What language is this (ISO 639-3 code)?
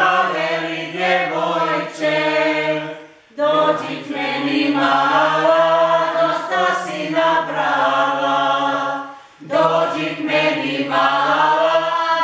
hrv